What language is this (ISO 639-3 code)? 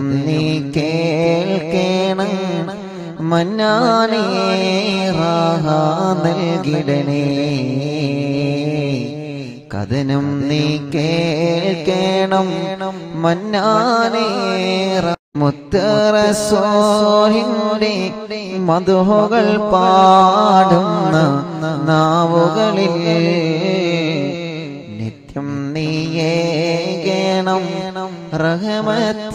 mal